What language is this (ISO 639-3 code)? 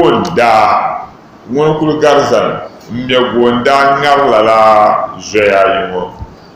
dag